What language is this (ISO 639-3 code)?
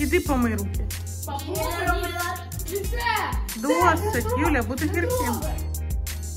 ukr